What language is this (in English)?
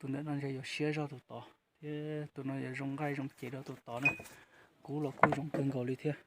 Hmong